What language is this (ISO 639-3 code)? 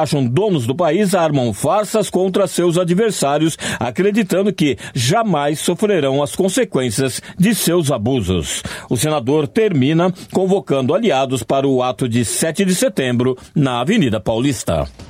por